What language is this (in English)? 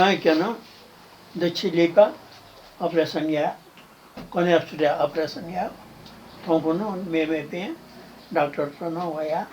Newari